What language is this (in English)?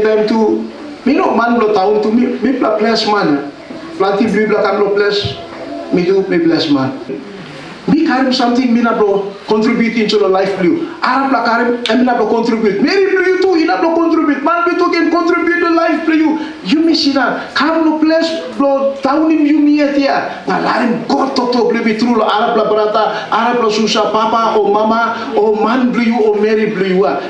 Tok Pisin